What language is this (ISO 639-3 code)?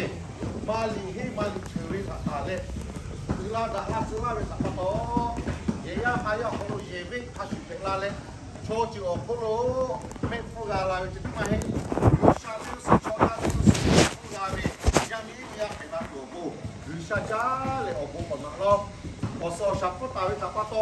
lhu